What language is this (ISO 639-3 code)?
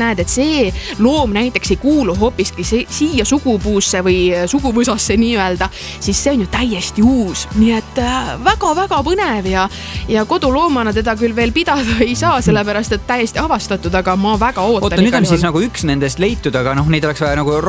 est